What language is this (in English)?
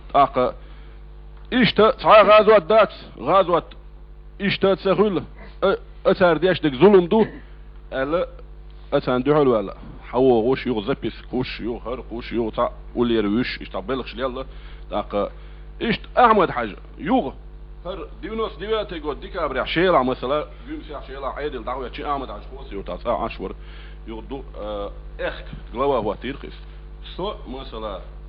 Chechen